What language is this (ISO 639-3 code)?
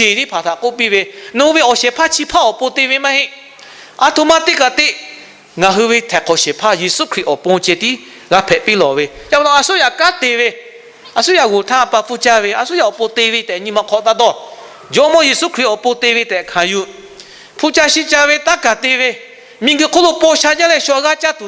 lhu